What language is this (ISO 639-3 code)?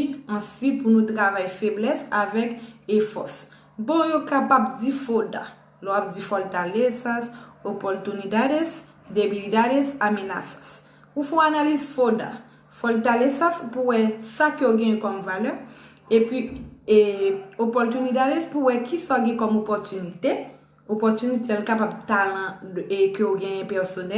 hat